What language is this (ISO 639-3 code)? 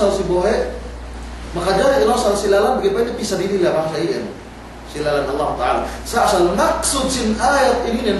yka